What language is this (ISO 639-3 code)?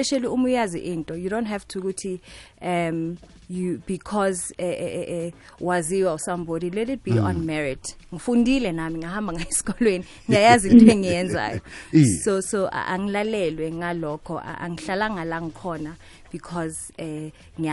nbl